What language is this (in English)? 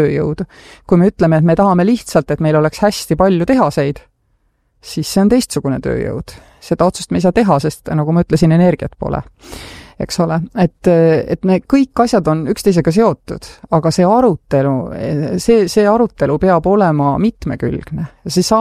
Estonian